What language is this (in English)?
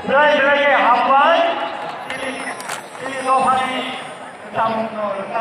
Kok Borok